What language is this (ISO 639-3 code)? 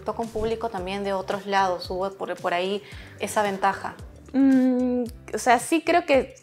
spa